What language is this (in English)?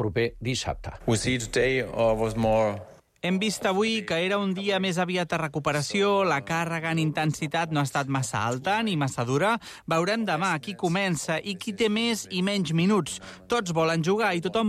Catalan